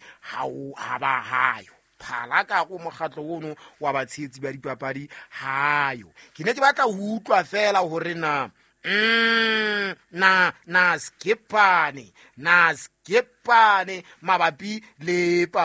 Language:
Southern Sotho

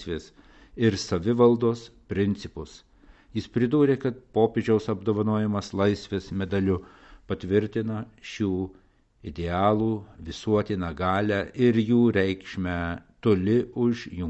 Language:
Lithuanian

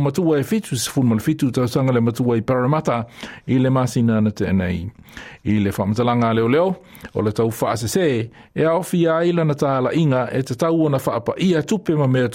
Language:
Samoan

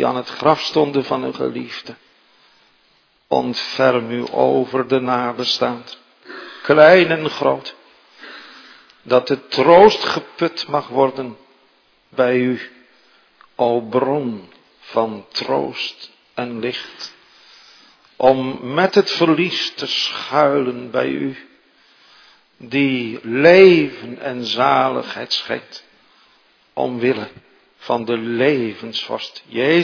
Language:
Dutch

